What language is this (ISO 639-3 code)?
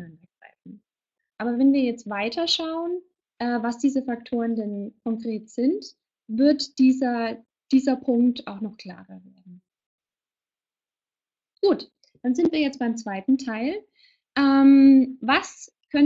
deu